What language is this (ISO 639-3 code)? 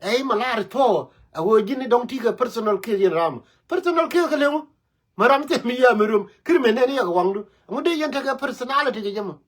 nus